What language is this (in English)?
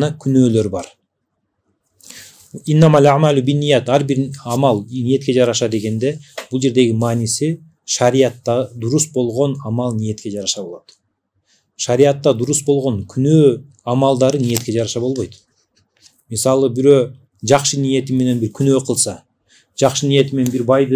Kyrgyz